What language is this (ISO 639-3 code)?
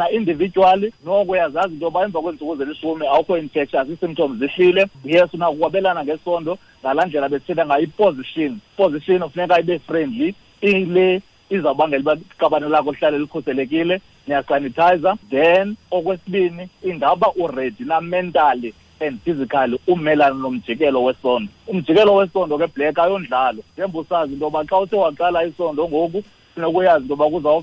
xho